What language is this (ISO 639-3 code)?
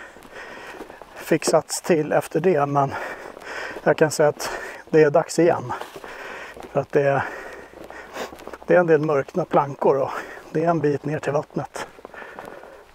swe